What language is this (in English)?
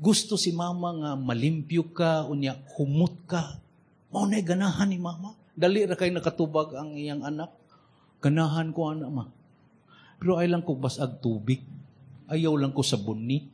Cebuano